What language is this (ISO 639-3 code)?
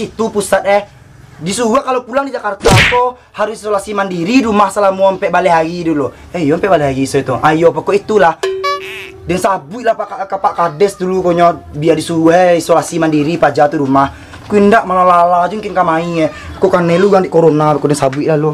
min